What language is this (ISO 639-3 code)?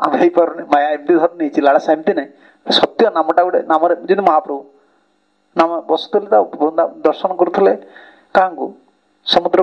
ori